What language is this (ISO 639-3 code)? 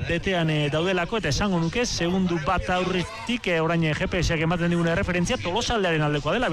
eus